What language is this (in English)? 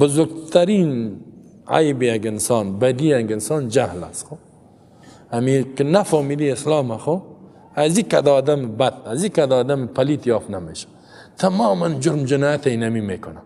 Persian